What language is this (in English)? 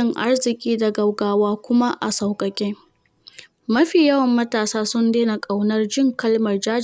Hausa